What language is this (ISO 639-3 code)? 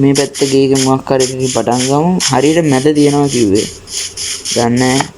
sin